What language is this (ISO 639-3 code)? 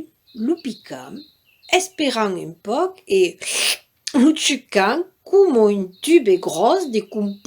oci